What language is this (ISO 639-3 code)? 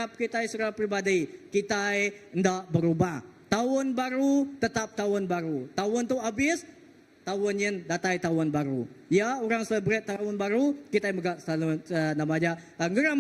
iba